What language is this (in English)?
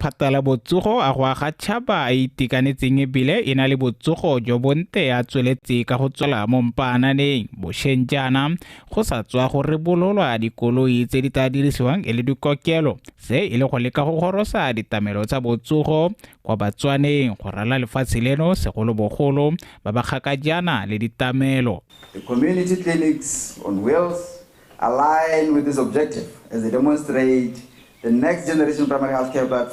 Tswana